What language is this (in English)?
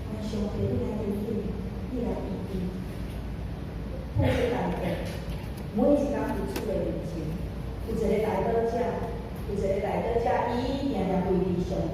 Min Nan Chinese